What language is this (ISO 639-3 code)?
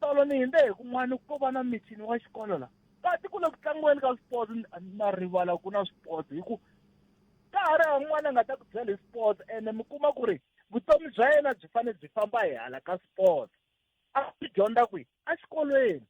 tso